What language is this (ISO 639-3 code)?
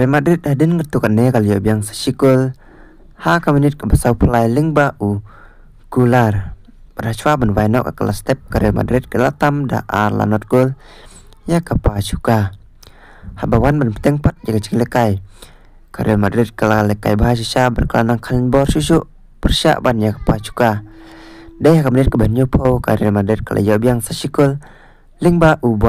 kha